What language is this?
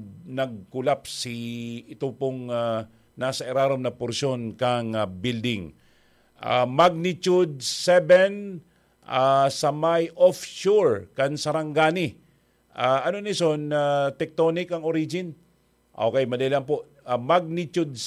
Bikol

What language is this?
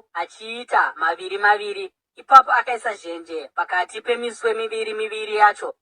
Shona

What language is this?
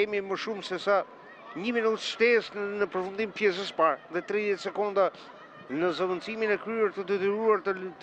Albanian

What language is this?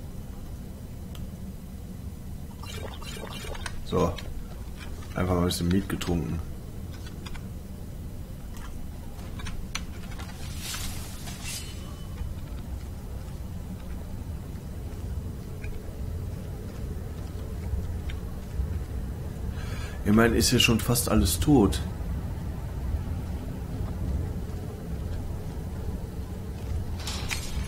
German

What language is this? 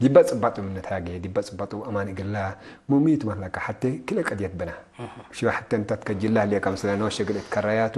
Tigre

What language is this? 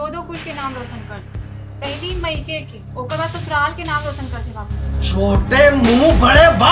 Chhattisgarhi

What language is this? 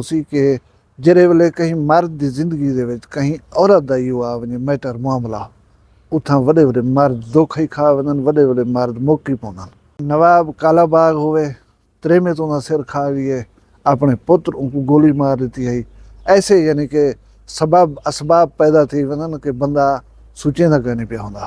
Saraiki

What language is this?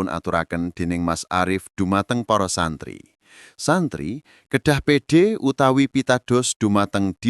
Javanese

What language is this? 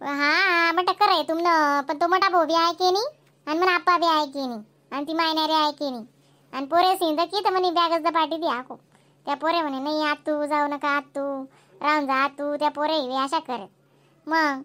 Khandesi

